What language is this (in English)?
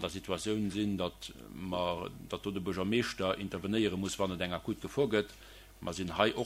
Luxembourgish